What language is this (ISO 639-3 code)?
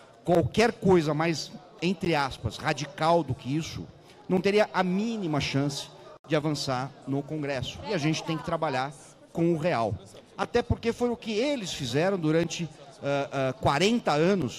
por